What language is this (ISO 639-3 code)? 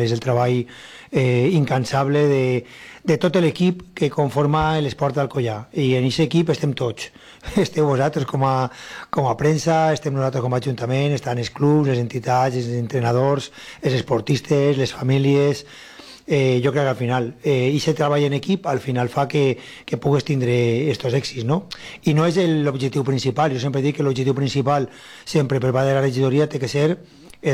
cat